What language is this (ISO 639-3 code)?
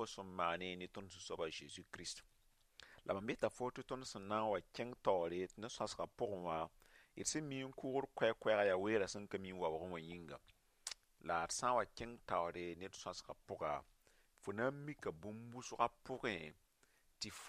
mos